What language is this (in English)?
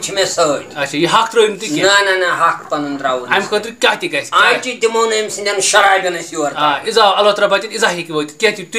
Kashmiri